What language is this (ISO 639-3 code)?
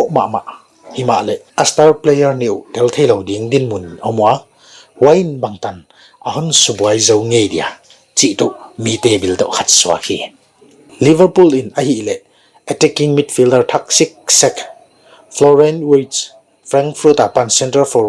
pck